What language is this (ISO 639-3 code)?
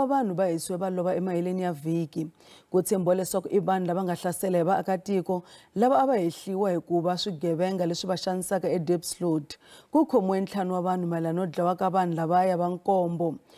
tso